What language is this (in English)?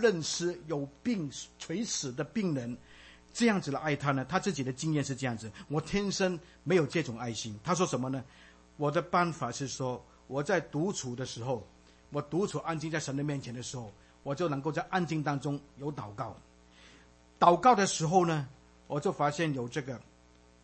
Chinese